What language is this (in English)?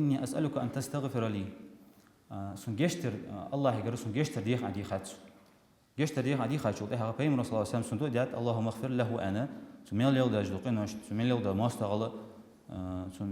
Ingush